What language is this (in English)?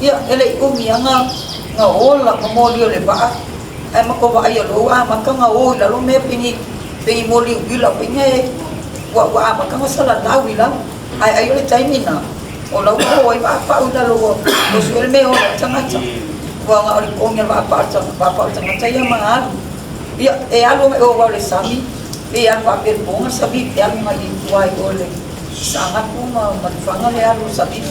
Samoan